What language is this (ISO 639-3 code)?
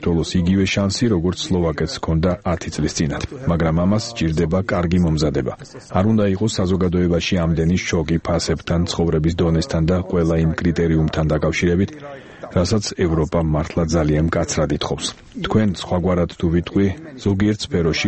kat